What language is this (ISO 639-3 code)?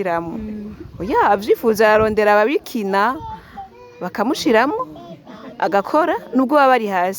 run